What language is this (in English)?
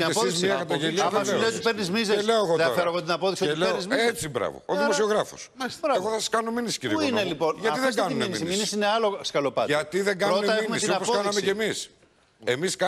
Greek